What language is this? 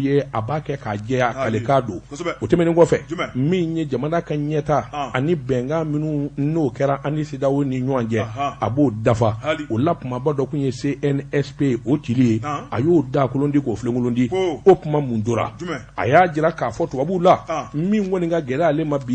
Bambara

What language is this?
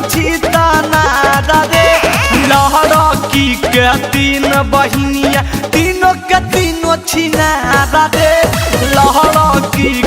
Magahi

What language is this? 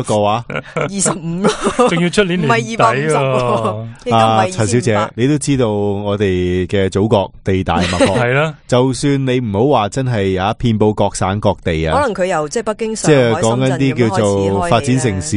Cantonese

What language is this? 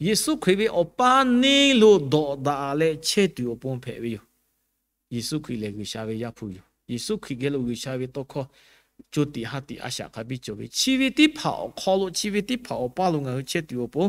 Lahu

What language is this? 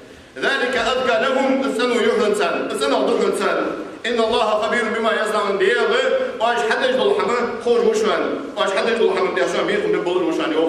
Ingush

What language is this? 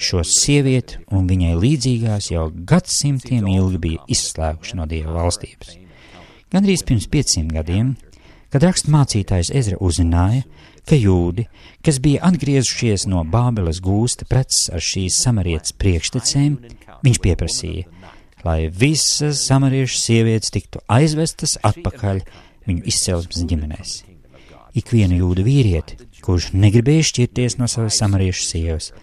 Latvian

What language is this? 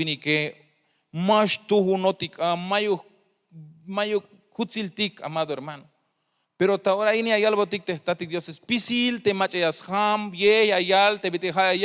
Tzeltal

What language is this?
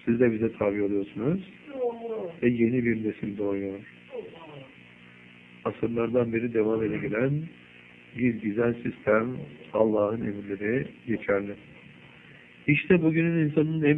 Turkish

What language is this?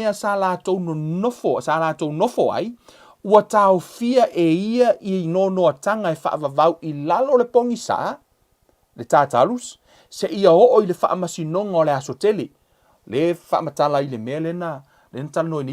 Samoan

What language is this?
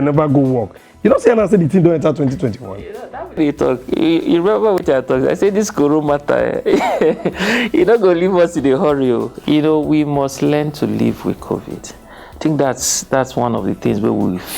Nigerian Pidgin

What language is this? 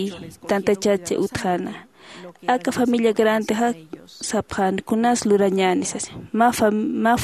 Aymara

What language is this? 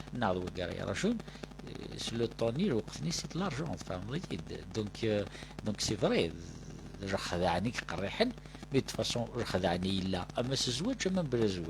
Kabyle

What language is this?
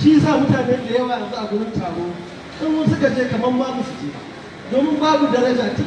Hausa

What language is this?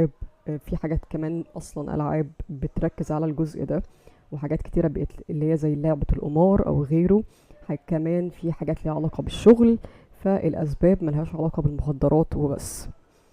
Egyptian Arabic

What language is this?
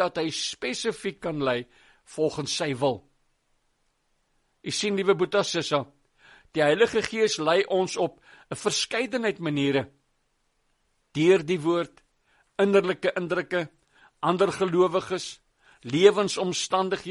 Afrikaans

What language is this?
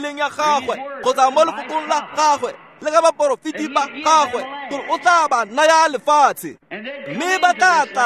Tswana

